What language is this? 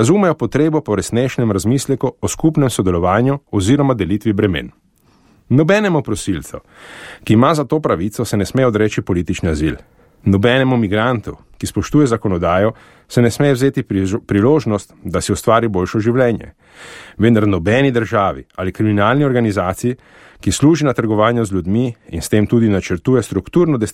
Slovenian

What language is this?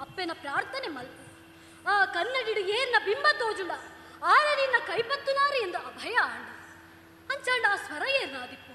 Tulu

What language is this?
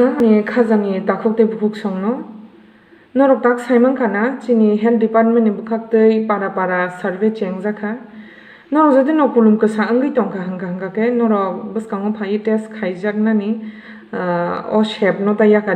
Kok Borok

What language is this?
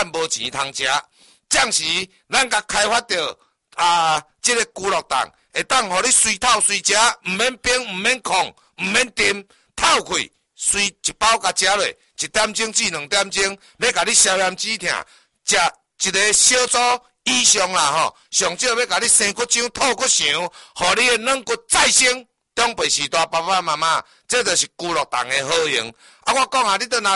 Min Nan Chinese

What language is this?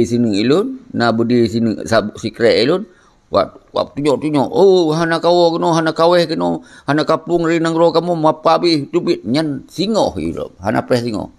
Achinese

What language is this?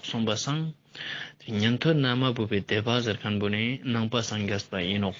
Ladakhi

